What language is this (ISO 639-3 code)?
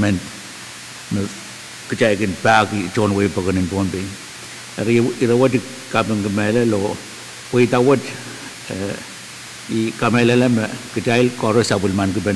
pon